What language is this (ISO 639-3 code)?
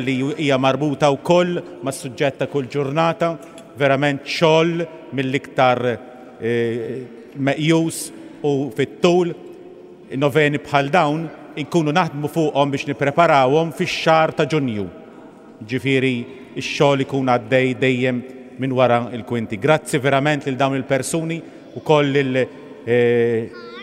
mlt